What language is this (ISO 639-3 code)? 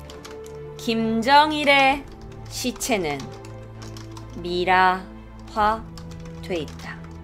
kor